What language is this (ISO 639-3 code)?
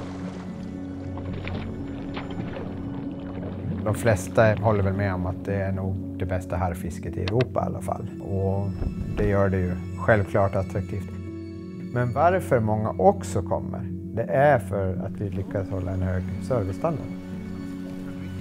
swe